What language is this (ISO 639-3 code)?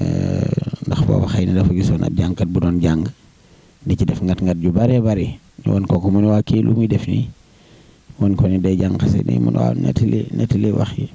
wol